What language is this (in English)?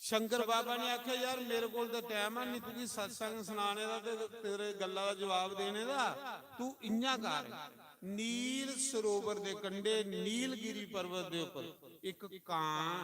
Dogri